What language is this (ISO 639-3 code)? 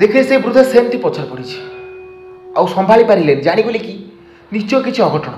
ori